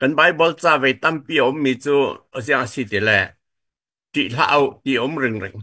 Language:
Falam Chin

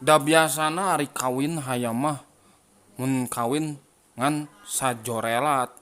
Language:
Sundanese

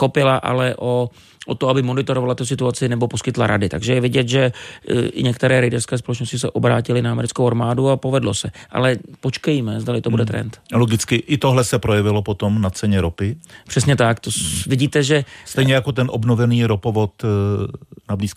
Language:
Czech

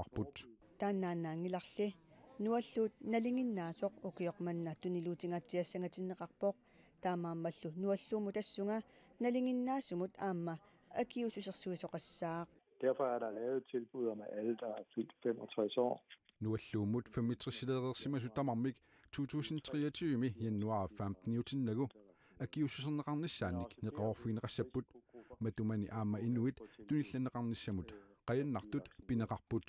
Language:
Kalaallisut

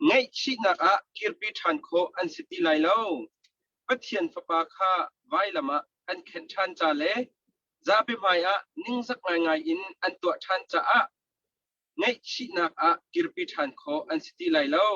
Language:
Hakha Chin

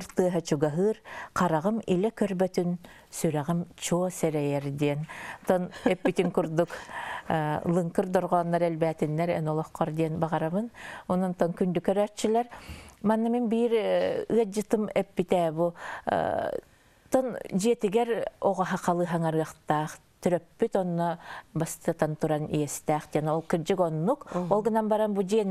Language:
Yakut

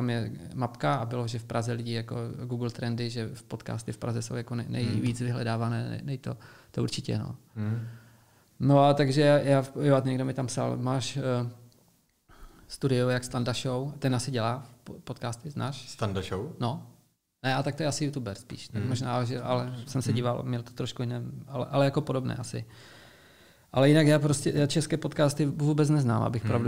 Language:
Czech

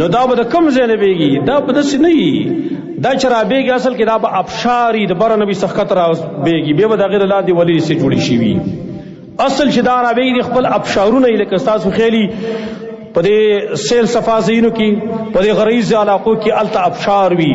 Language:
Pashto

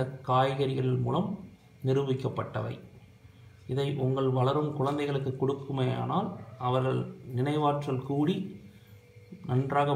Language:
Tamil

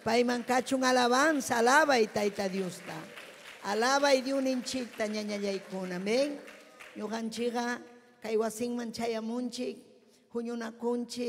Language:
Ayacucho Quechua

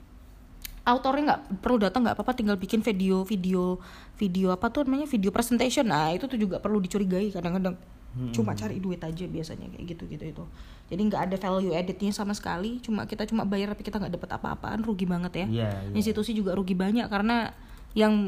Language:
Indonesian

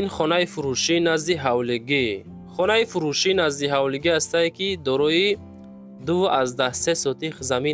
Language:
Tajik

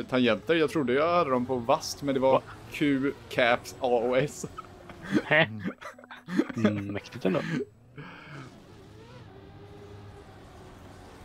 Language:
Swedish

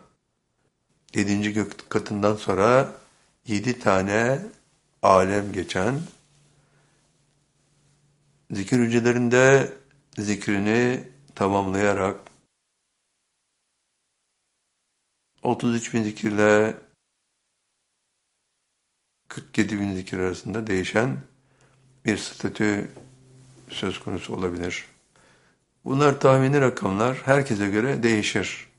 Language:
Turkish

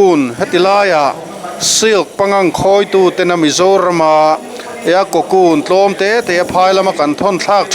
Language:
Mizo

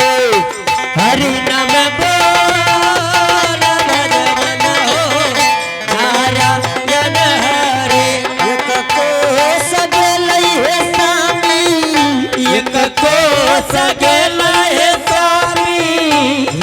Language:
Angika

